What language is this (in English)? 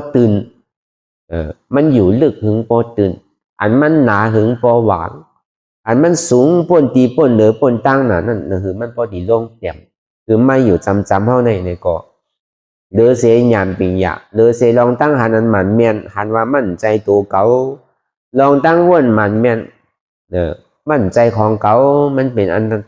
Shan